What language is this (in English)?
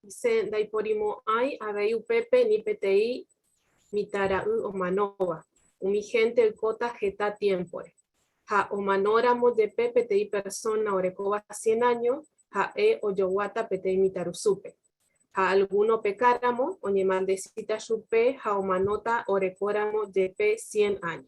Guarani